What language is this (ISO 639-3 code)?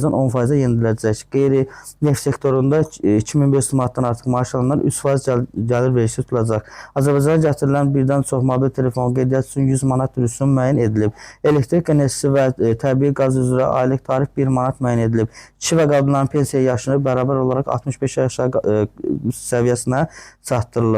aze